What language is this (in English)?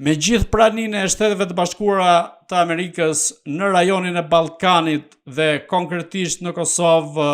Albanian